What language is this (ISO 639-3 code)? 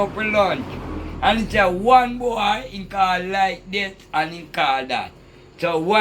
jam